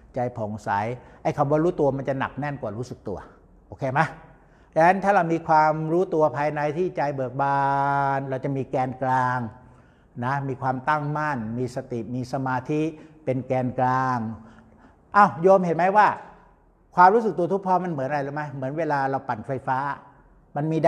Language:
Thai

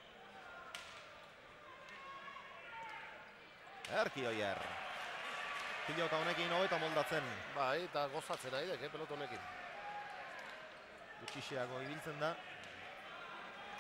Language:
Basque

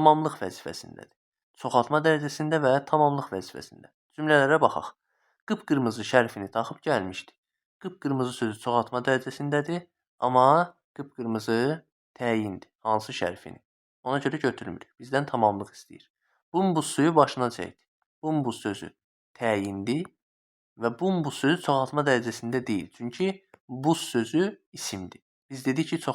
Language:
Azerbaijani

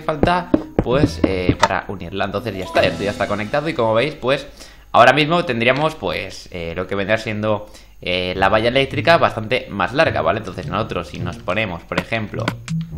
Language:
Spanish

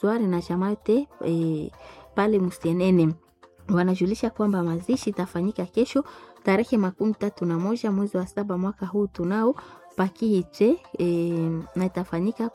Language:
Swahili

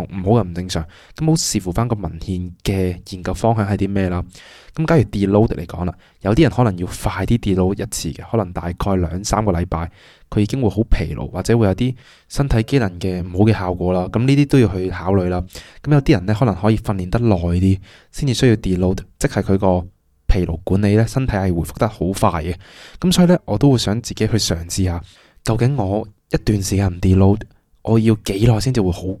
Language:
Cantonese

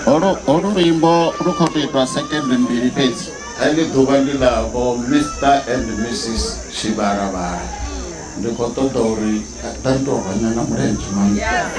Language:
Venda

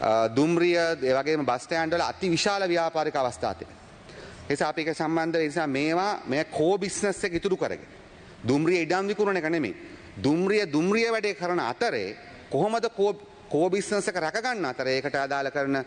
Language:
Sinhala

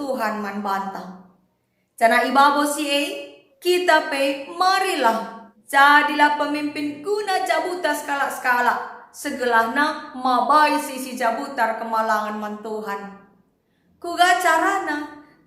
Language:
Batak Karo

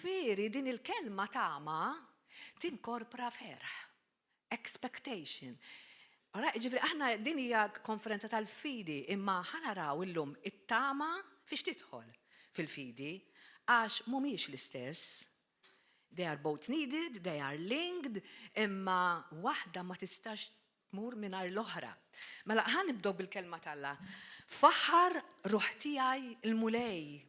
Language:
Maltese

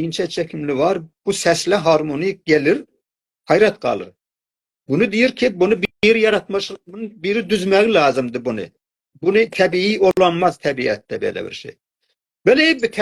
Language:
South Azerbaijani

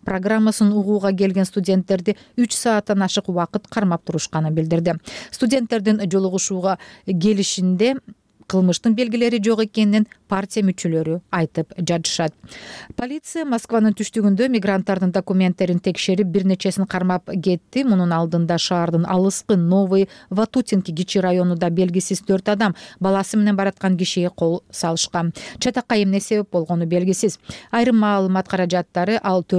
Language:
Kyrgyz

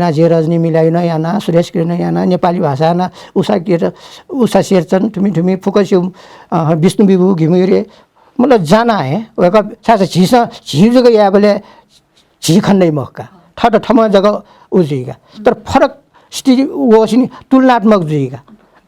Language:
Newari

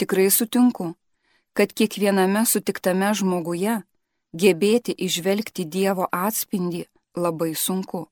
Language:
Lithuanian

